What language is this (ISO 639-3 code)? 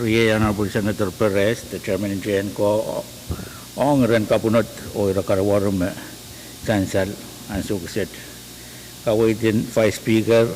pon